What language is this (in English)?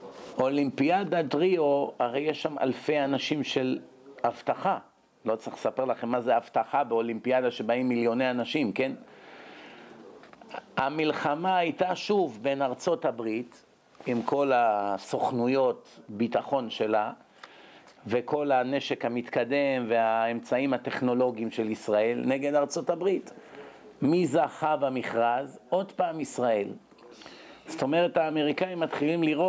Hebrew